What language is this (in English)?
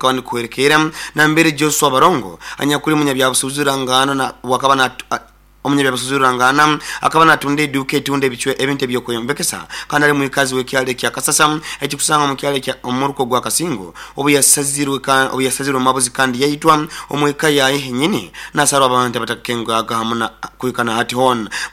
Nyoro